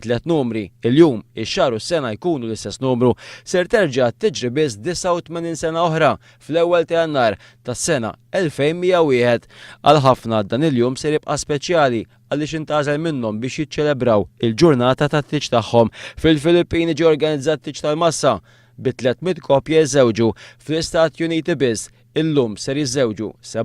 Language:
Maltese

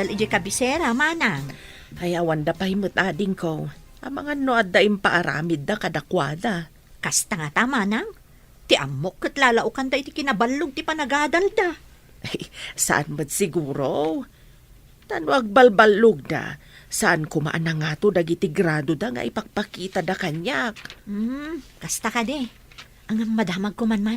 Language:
Iloko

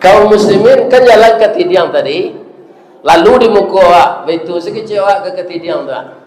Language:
Minangkabau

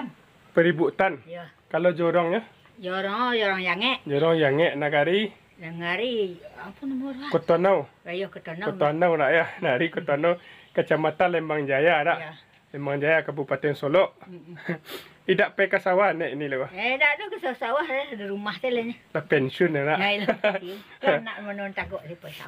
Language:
Minangkabau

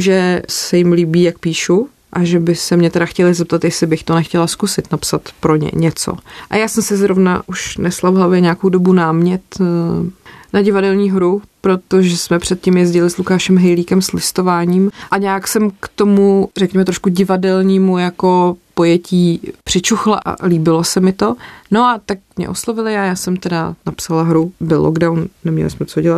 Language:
Czech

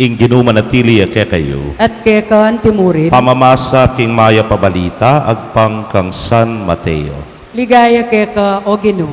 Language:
Pampanga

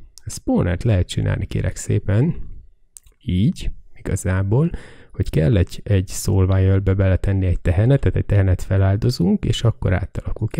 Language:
Hungarian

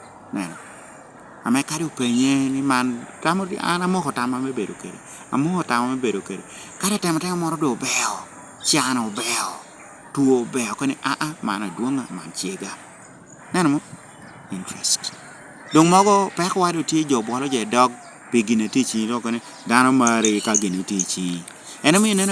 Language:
Lango (Uganda)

